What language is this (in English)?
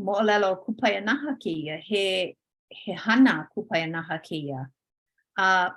Hawaiian